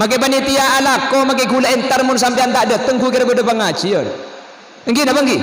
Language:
Madurese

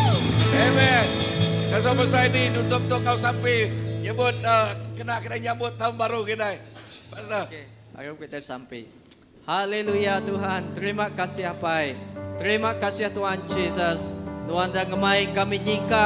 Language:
Iban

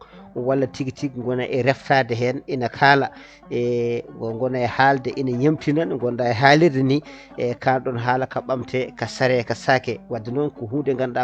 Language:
Fula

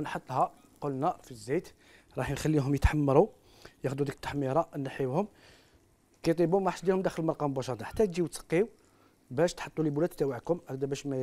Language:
Algerian Arabic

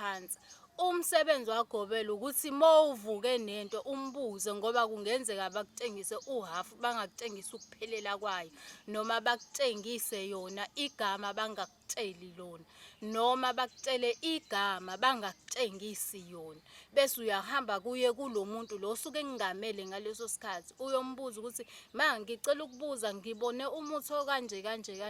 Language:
Zulu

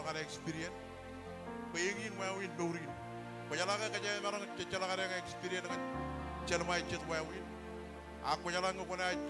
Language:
Marshallese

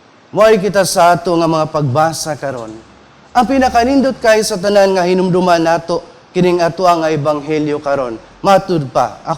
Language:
Cebuano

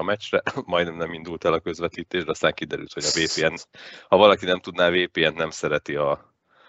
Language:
Hungarian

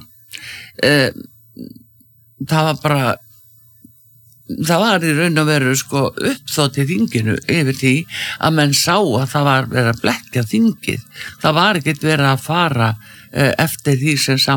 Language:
Icelandic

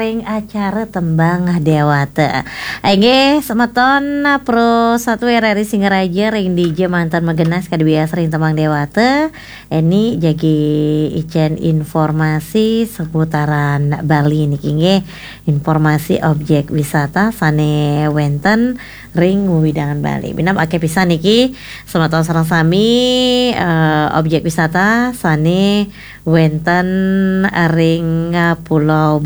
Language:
Balinese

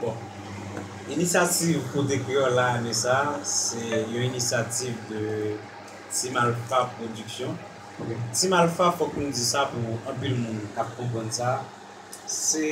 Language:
Haitian Creole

